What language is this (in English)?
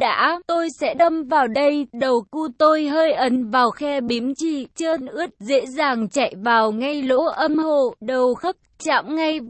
Vietnamese